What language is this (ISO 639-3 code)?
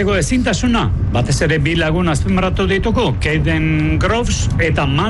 eus